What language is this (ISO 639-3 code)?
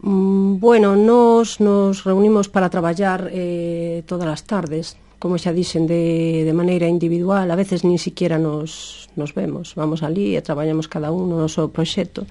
glg